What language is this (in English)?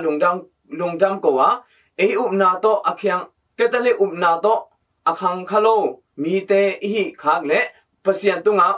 Tedim Chin